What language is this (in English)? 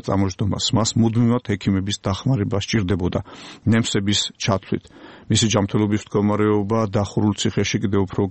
Georgian